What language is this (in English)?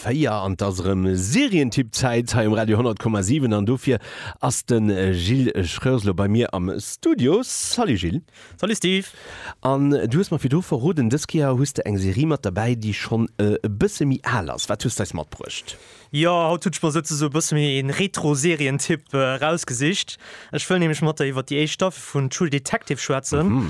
Luxembourgish